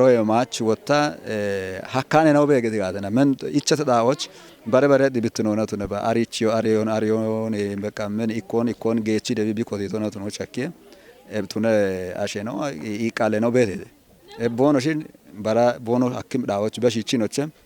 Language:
Kafa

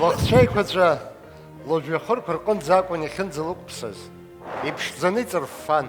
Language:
Abkhazian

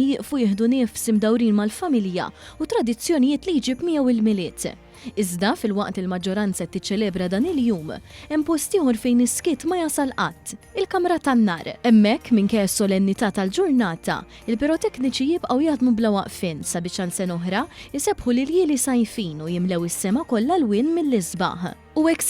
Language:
Maltese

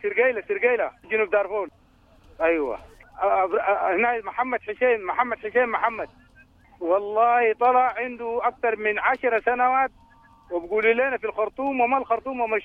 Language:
Sudanese Arabic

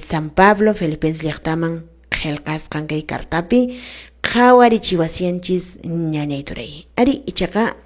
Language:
Quechua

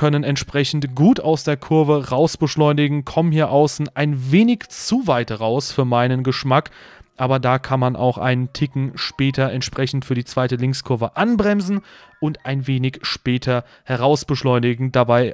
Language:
German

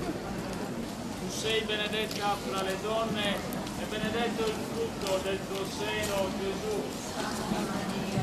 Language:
Italian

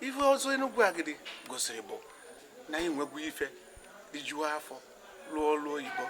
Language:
Igbo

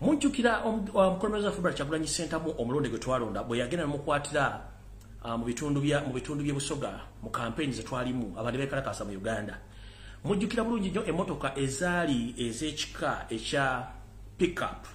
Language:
Ganda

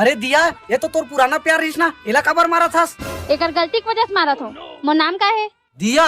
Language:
Chhattisgarhi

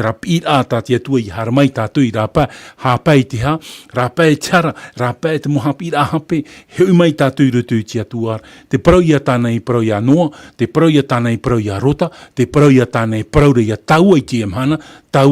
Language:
Tahitian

